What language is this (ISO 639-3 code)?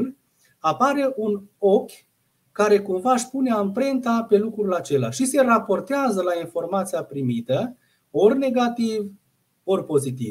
ron